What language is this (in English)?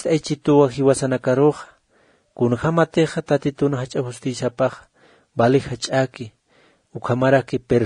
Aymara